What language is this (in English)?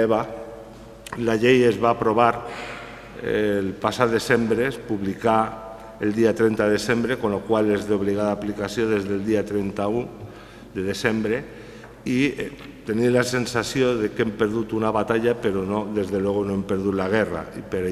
Catalan